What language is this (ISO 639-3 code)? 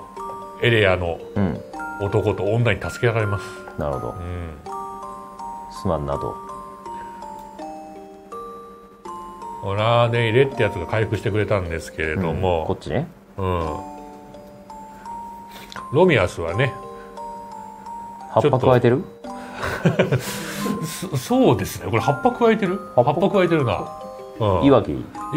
jpn